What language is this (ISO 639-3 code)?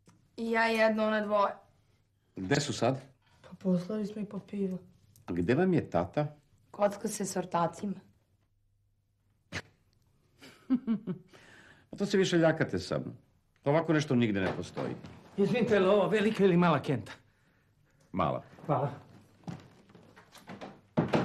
srp